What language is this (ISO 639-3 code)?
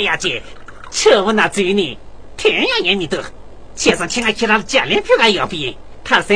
bod